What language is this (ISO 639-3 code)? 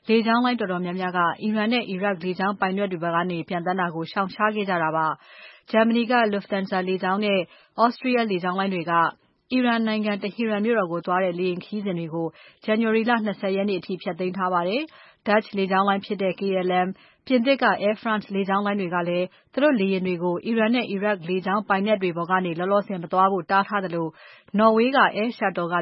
mya